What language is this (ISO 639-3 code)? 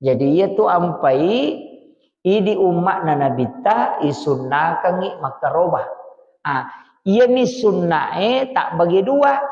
bug